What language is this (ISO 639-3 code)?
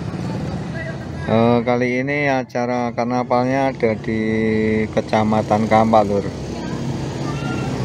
ind